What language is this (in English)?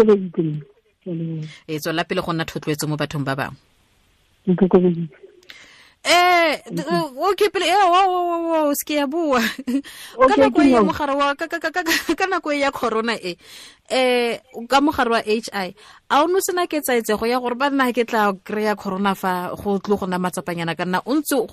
Tswana